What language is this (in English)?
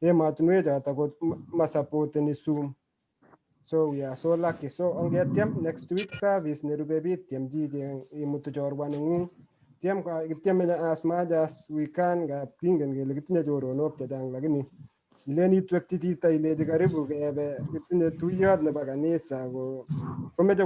Kalenjin